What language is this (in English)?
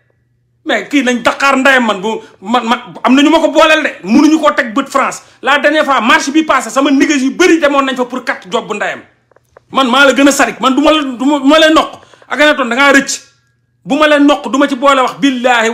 Wolof